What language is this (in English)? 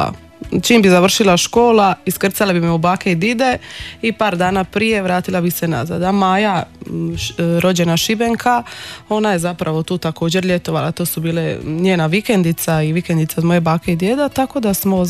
Croatian